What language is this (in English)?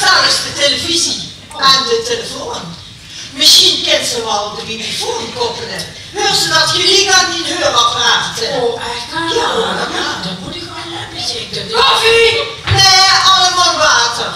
Limburgish